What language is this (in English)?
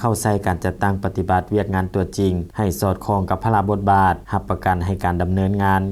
Lao